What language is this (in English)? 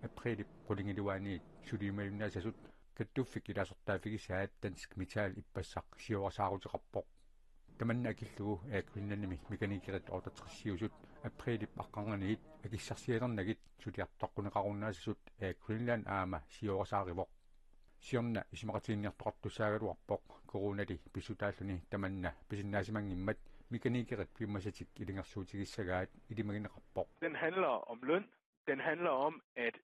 Kalaallisut